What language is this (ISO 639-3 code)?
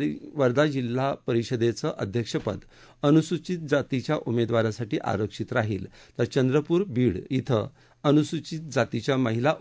mar